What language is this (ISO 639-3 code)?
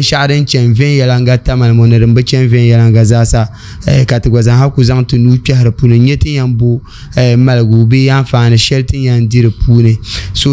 dag